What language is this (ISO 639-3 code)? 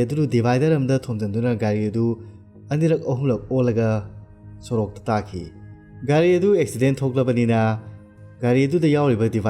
mni